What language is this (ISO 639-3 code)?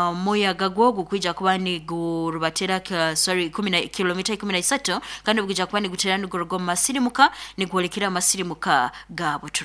nyo